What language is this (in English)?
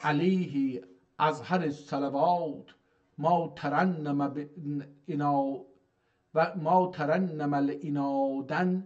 South Azerbaijani